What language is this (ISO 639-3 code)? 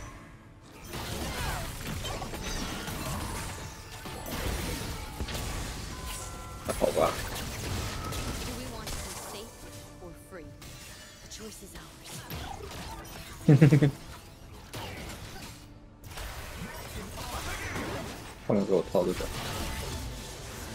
zho